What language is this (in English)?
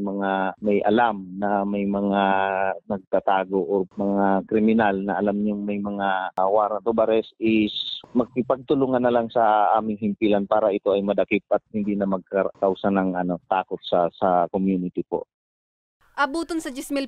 Bikol